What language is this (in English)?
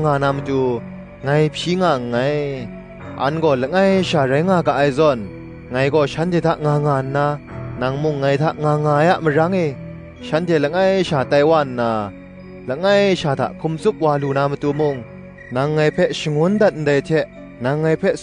Kachin